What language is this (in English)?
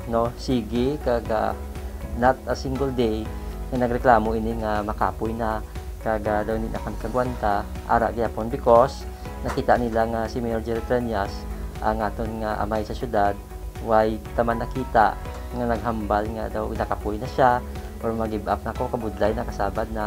Hiligaynon